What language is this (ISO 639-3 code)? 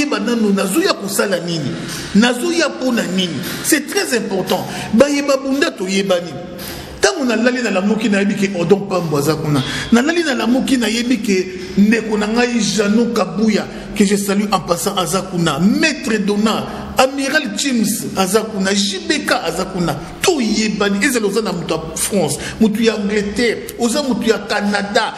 lin